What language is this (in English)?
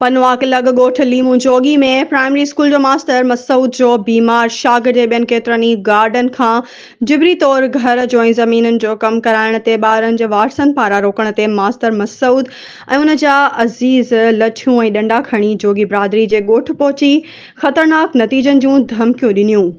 Sindhi